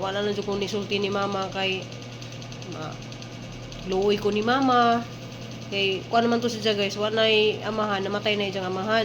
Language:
Cebuano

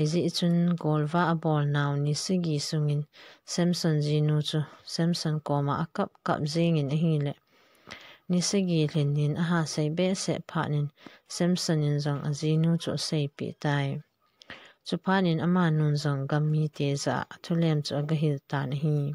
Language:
Thado Chin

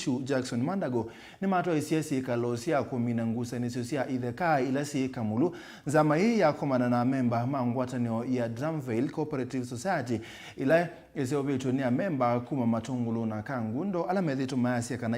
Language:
Kamba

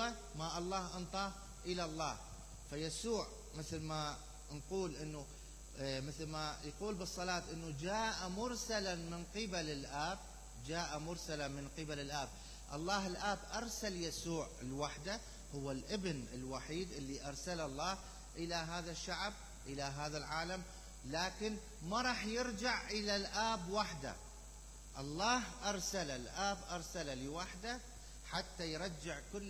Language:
Mesopotamian Arabic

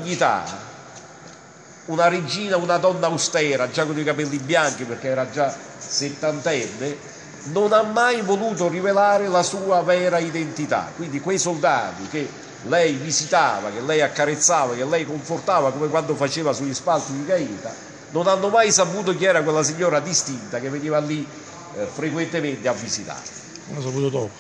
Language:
Italian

